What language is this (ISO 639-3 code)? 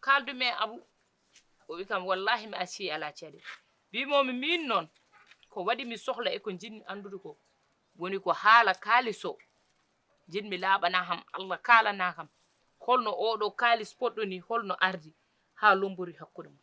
ful